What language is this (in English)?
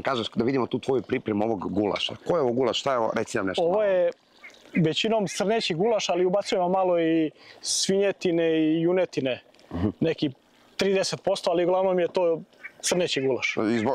Serbian